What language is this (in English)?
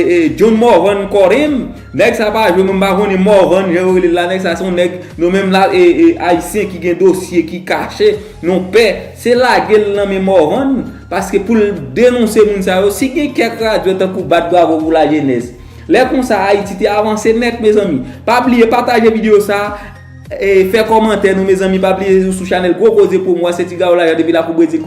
Haitian Creole